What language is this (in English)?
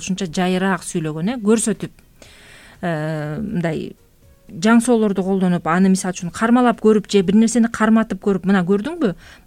Kyrgyz